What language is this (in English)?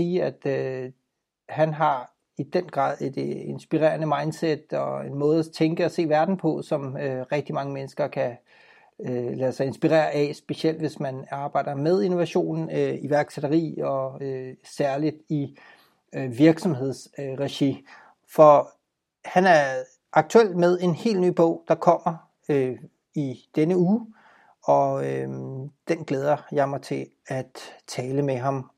Danish